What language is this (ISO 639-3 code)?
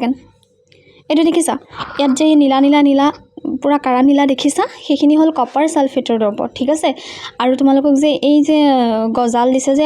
asm